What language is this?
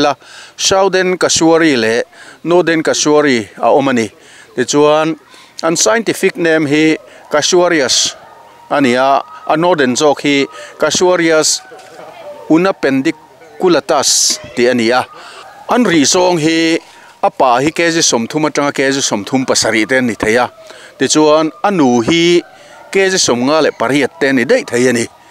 Mizo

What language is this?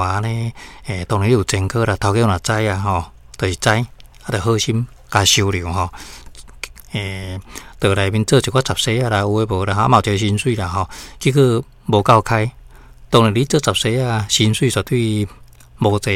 Min Nan Chinese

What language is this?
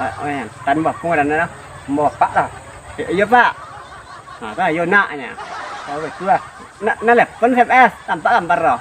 Minangkabau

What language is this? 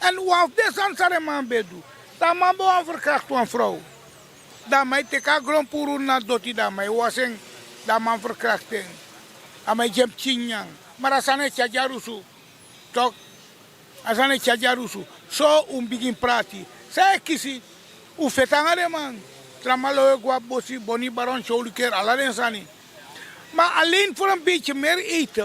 Sranan Tongo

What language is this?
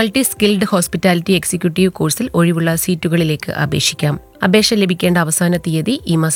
Malayalam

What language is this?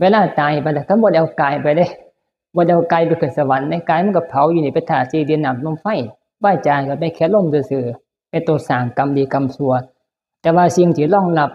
Northeastern Thai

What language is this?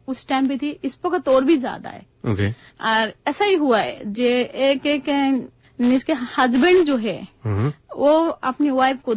Bangla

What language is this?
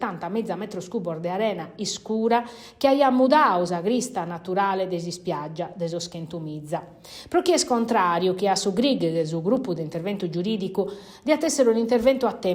Sardinian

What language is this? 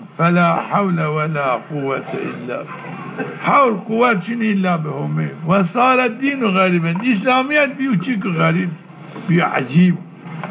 Zaza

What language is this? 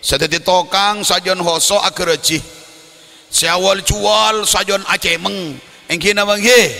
Madurese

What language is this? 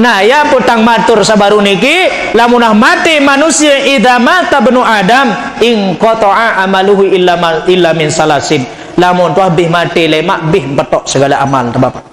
Sasak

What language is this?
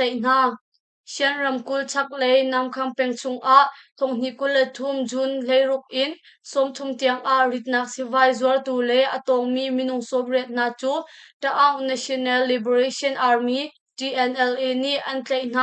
Hakha Chin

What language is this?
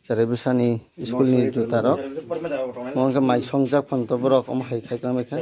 Kok Borok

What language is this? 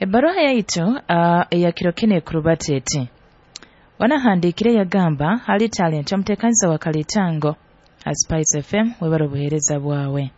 Nyoro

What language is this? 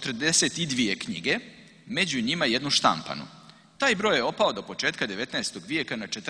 Serbian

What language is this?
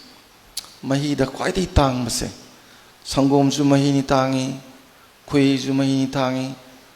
Manipuri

